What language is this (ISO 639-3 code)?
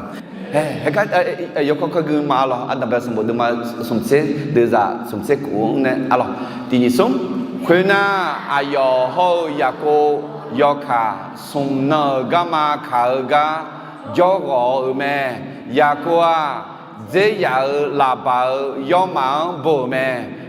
ahk